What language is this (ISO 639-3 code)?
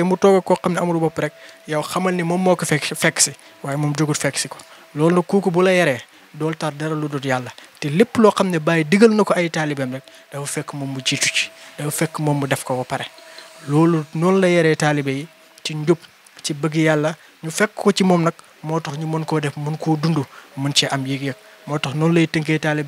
wol